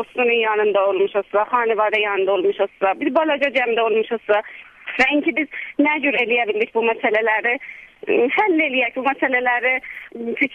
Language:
South Azerbaijani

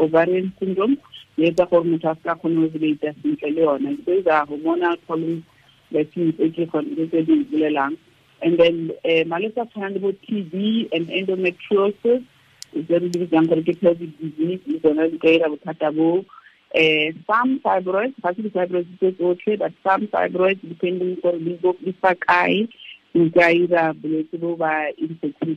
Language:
Tswana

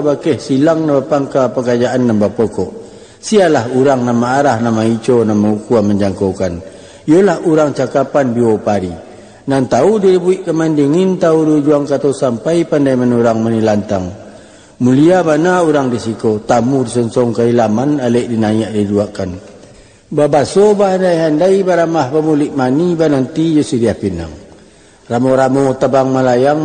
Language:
Minangkabau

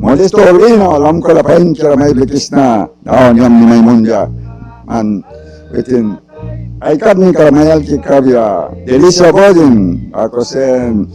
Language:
Mískito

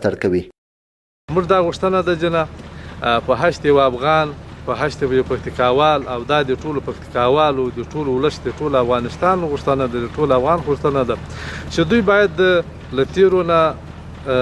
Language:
Pashto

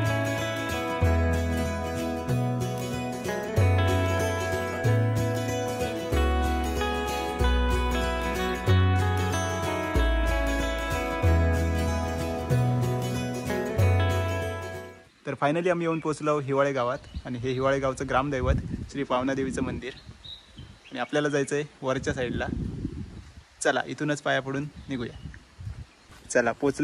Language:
Marathi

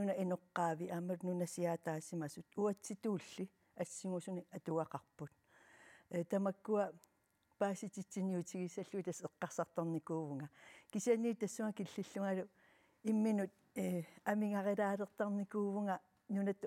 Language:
Kalaallisut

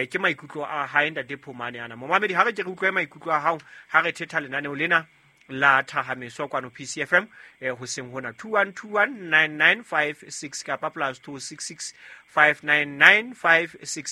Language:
Southern Sotho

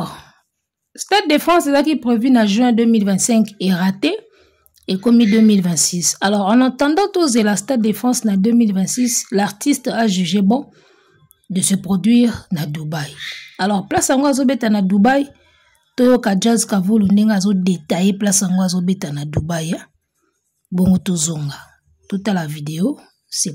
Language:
Lingala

